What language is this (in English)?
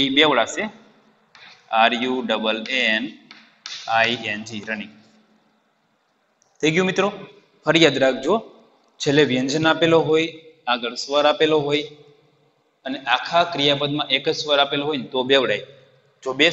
Gujarati